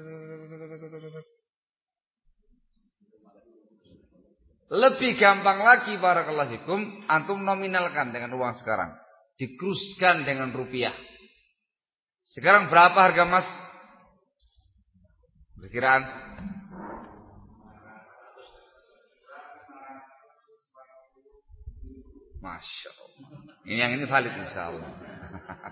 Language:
Indonesian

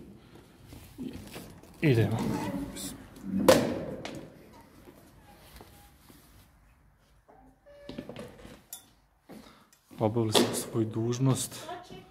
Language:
Croatian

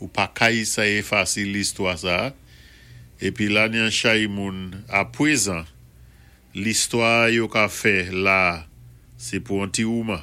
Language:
Saint Lucian Creole French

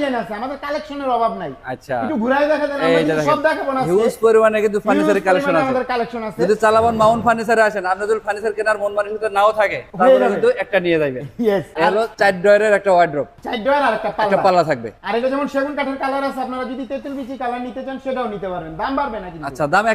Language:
Bangla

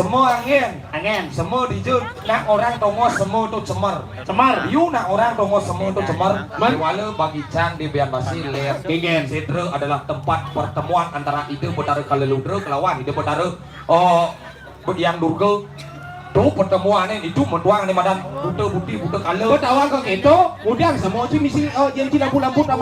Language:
Balinese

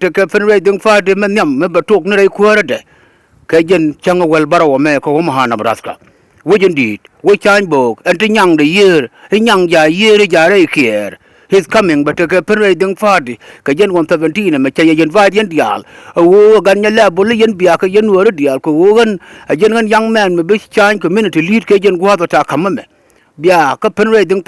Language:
Nuer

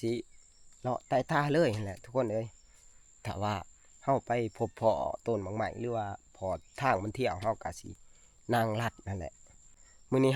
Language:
Northeastern Thai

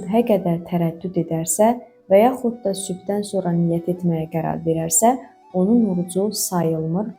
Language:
Azerbaijani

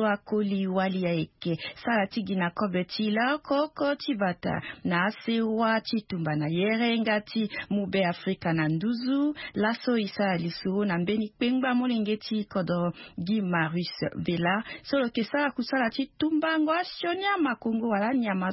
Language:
Sango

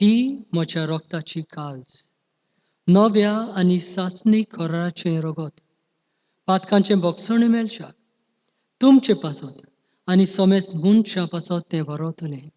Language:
Konkani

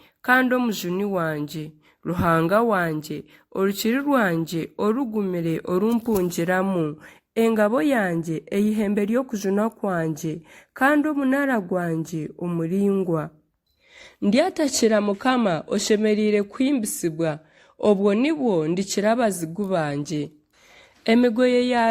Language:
Nyankole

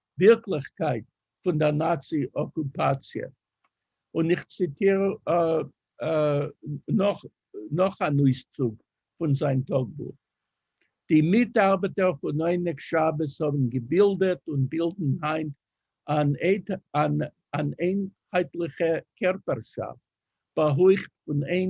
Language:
Yiddish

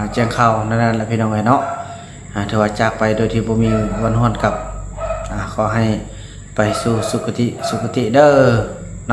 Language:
Lao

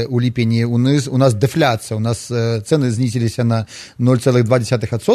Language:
Belarusian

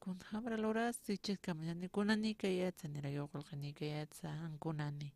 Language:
Aymara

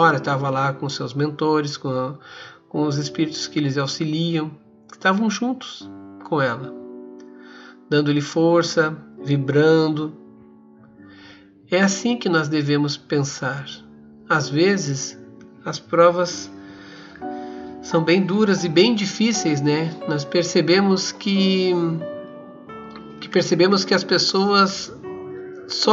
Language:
Portuguese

